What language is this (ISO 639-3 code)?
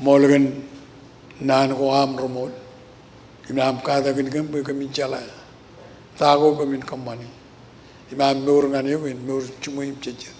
mah